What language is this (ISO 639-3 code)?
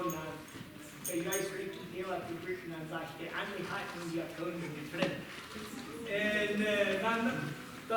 pdt